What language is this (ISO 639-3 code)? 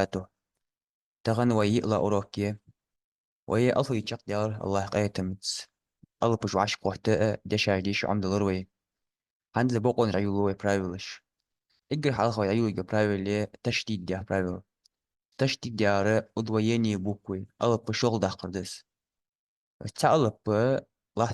inh